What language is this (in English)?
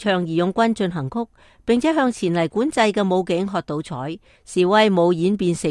Cantonese